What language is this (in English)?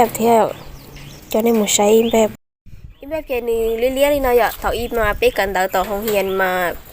Hmong